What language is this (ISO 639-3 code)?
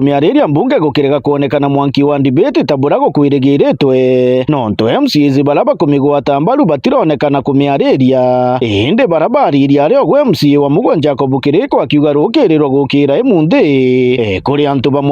mer